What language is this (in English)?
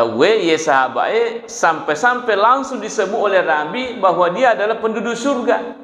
Buginese